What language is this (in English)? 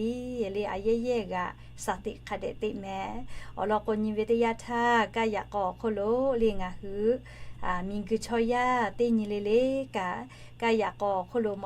Lahu